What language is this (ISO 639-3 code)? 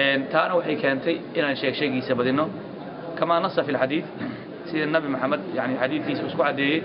som